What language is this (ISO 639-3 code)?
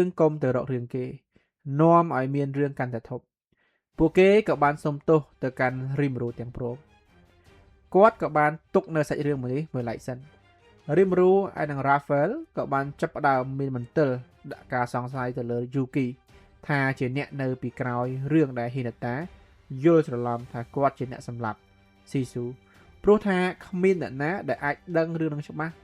khm